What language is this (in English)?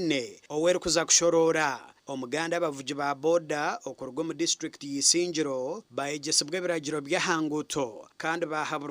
Nyankole